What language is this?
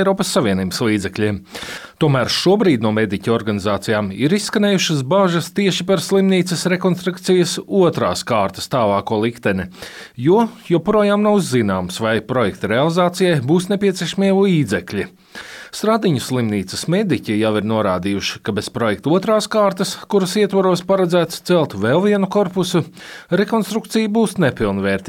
Latvian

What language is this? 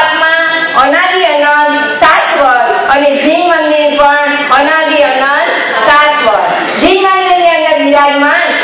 Gujarati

